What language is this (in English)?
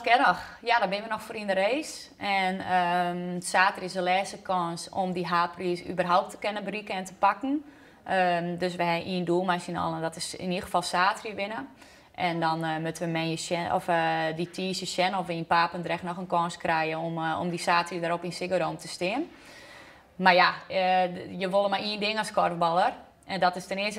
Western Frisian